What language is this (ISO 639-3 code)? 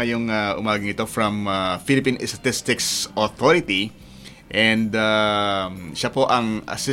fil